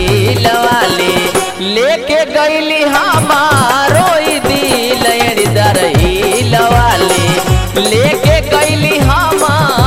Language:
Bhojpuri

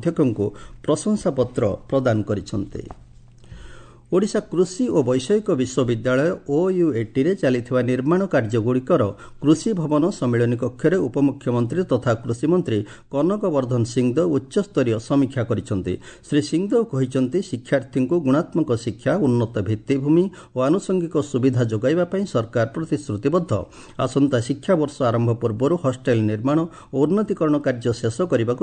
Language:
Odia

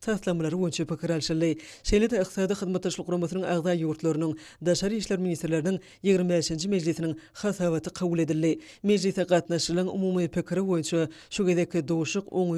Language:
Turkmen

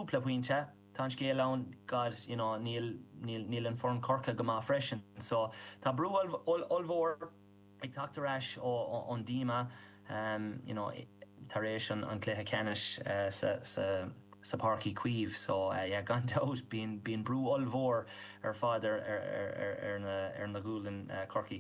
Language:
Irish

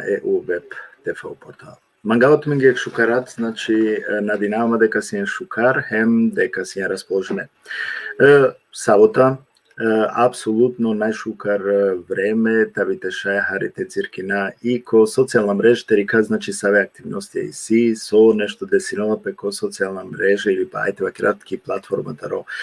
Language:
Balkan Romani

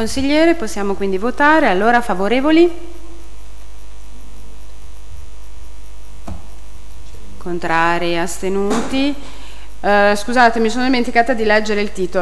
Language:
Italian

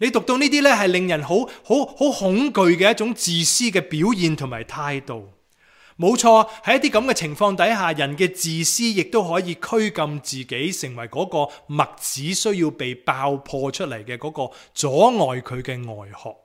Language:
Cantonese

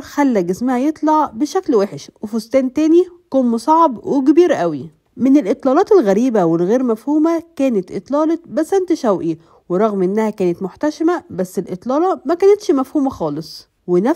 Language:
Egyptian Arabic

